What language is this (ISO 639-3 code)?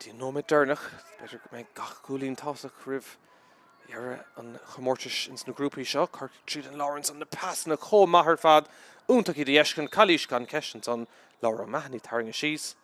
gle